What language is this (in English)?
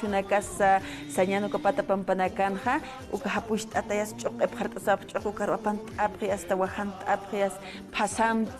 Aymara